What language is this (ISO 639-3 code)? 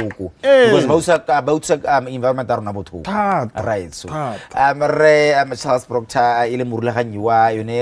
tsn